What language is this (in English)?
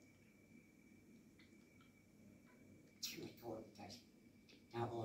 Persian